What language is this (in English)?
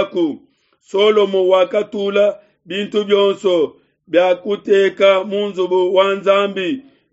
Luba-Lulua